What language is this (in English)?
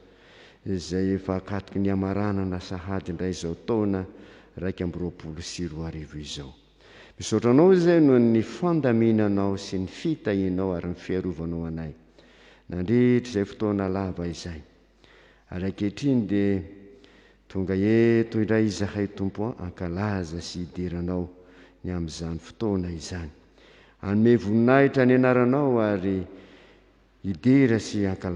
Malagasy